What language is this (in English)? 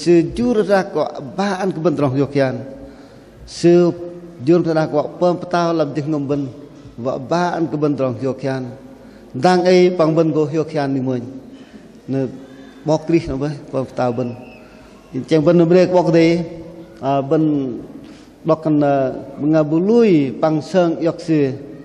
Bahnar